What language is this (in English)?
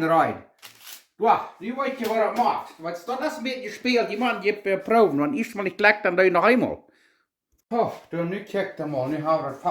Plautdietsch